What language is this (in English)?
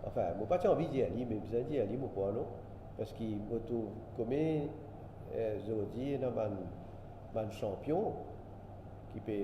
Morisyen